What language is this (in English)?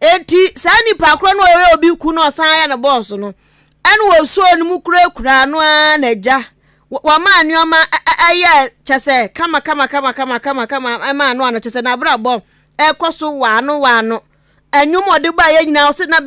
Akan